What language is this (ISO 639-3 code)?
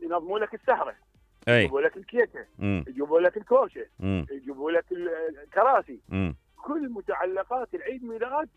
acm